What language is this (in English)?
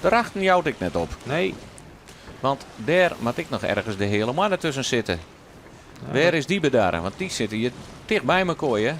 Western Frisian